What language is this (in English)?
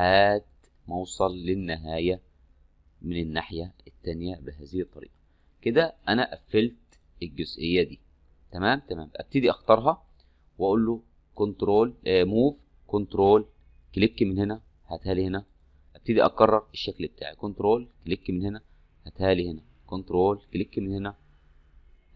Egyptian Arabic